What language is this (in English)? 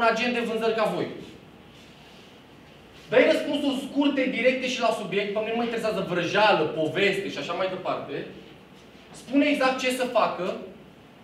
Romanian